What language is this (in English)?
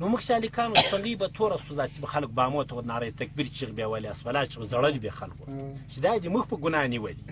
Pashto